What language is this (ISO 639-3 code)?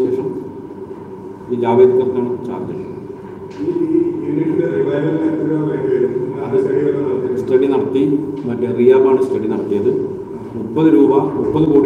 mal